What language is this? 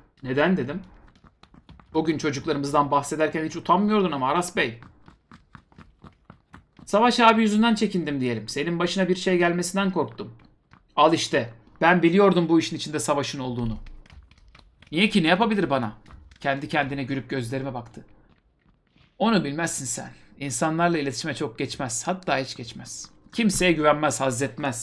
Turkish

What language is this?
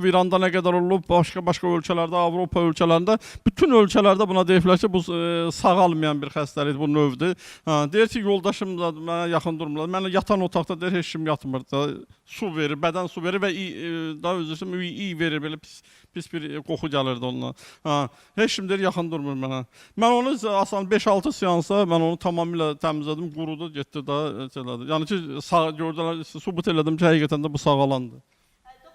Azerbaijani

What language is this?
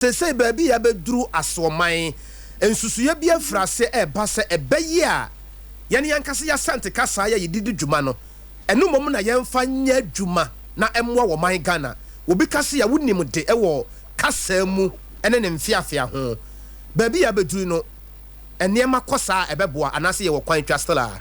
Akan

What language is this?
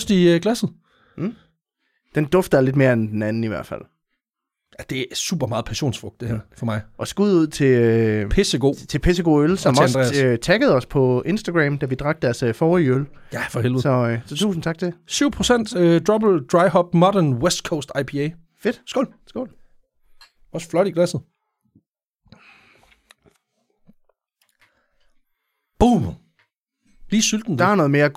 Danish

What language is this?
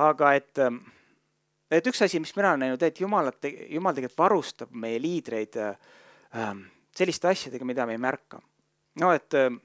Estonian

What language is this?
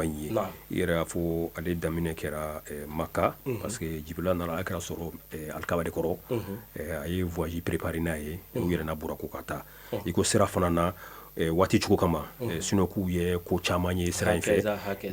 Bambara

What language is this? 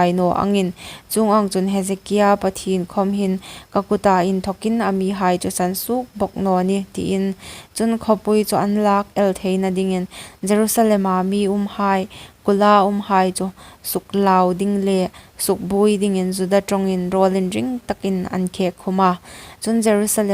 Hmar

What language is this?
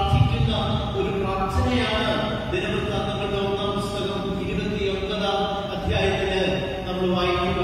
Malayalam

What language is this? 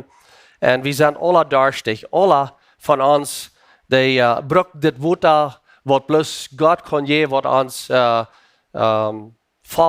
Plautdietsch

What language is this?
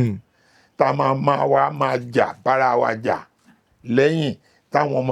Yoruba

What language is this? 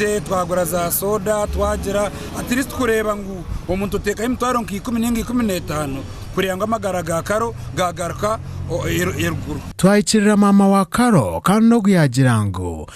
Nyankole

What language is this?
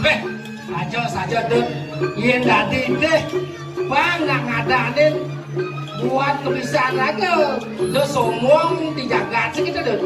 Balinese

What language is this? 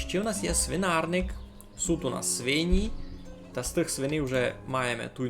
Rusyn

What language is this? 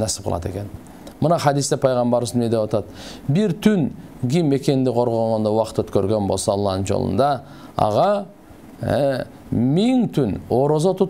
Kyrgyz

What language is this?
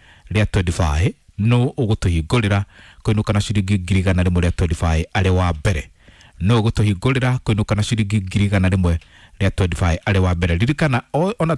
Kikuyu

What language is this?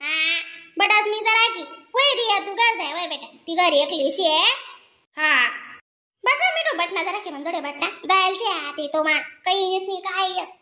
Khandesi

